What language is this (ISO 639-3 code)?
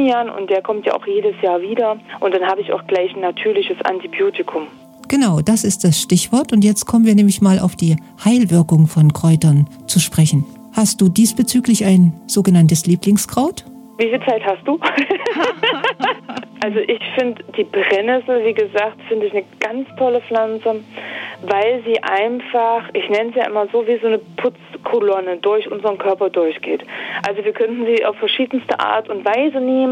deu